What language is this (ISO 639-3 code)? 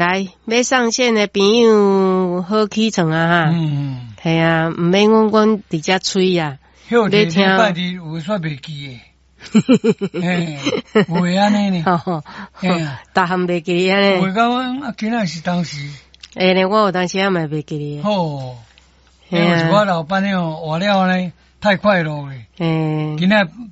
nan